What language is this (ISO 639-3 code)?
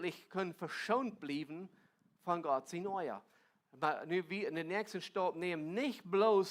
pdt